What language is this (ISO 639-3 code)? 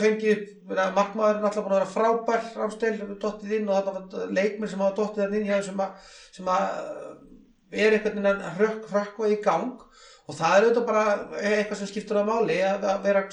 isl